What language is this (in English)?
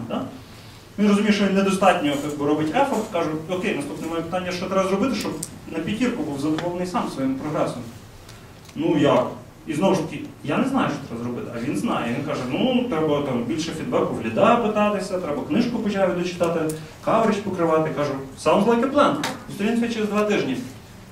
Ukrainian